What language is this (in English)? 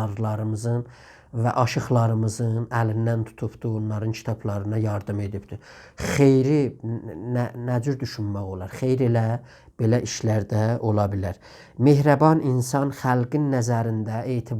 South Azerbaijani